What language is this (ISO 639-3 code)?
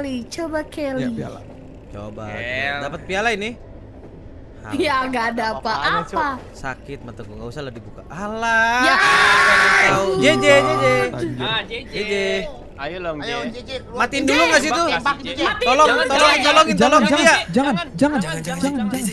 ind